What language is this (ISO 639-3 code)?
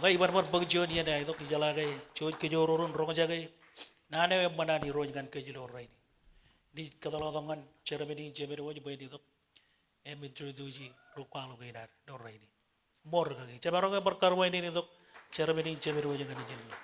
mah